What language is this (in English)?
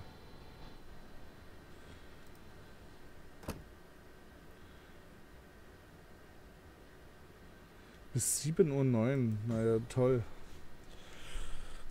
German